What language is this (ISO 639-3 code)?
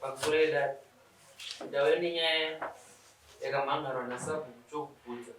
sna